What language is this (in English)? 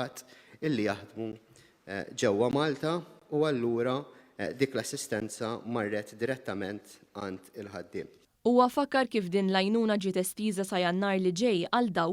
Maltese